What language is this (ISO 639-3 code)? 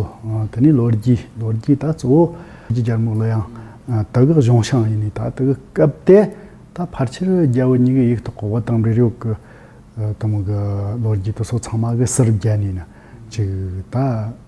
bod